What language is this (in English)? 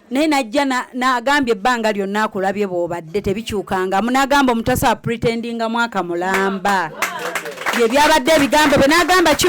Ganda